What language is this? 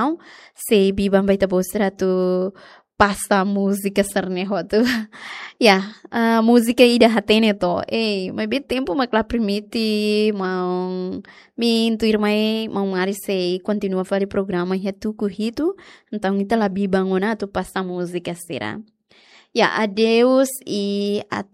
Tetum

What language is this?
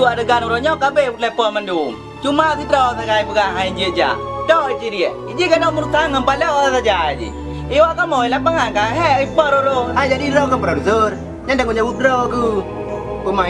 Achinese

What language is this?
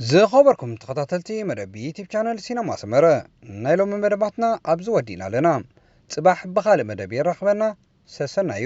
Tigrinya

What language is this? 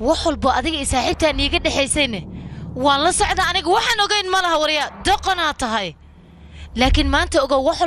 Somali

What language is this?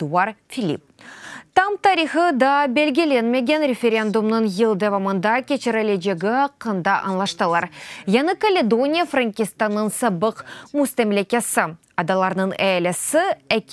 Crimean Tatar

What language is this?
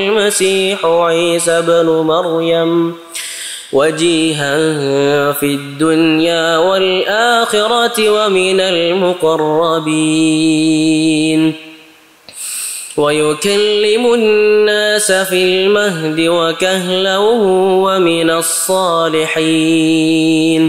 Arabic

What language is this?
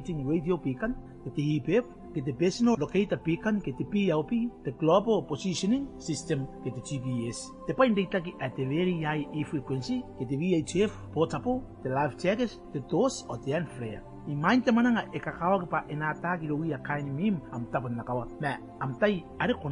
Gilbertese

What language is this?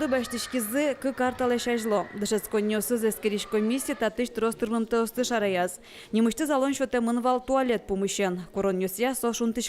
Udmurt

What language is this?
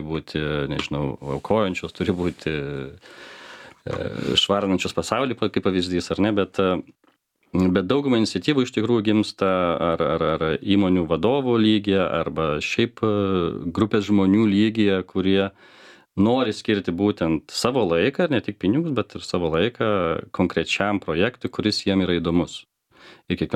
Lithuanian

